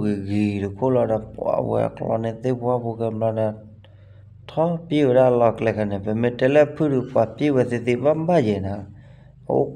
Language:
S'gaw Karen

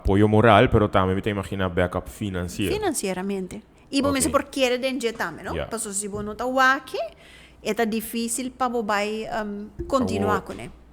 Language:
Papiamento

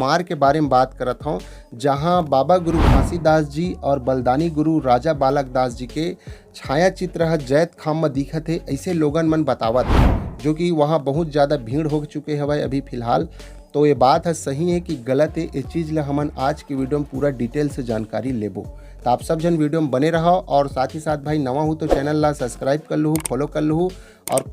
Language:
Chhattisgarhi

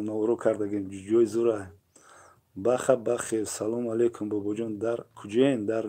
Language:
Tajik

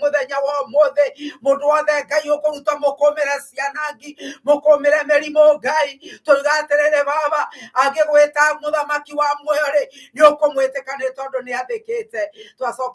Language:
Kikuyu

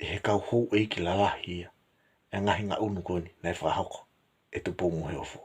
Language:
Tongan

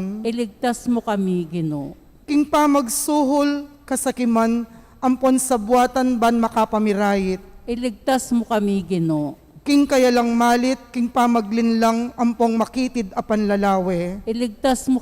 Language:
Pampanga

